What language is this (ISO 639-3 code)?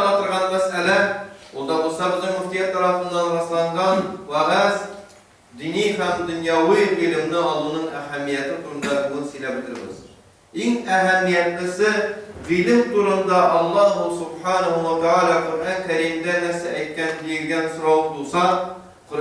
tat